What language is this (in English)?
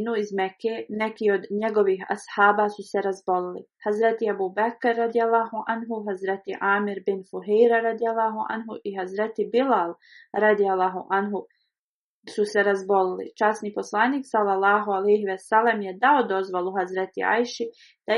Bosnian